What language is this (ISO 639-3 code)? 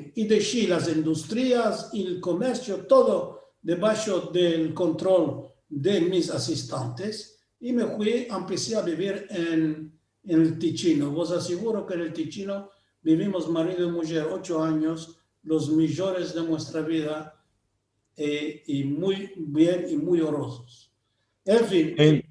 lad